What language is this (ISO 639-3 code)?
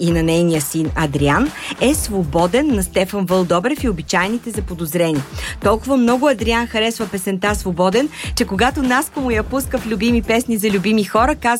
bul